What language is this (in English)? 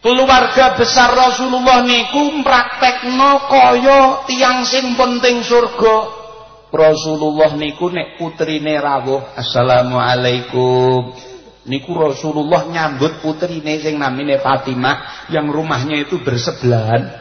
Javanese